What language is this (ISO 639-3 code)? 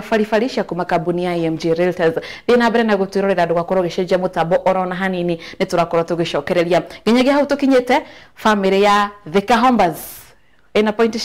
kik